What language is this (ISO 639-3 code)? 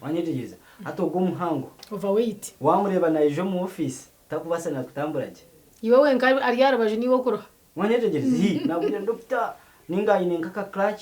nyn